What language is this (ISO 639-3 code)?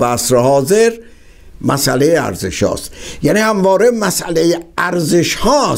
fas